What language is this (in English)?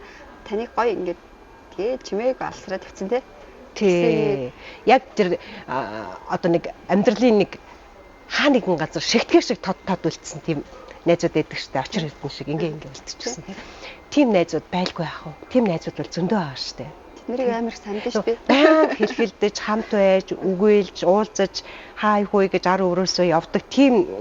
Mongolian